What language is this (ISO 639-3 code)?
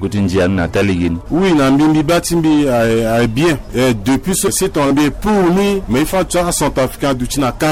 fra